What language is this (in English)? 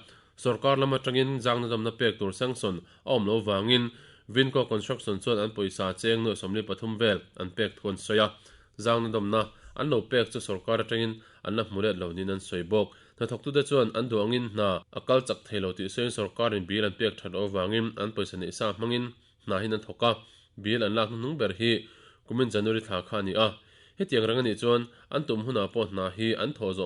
Mizo